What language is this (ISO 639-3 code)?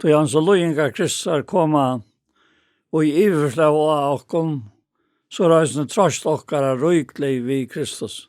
fao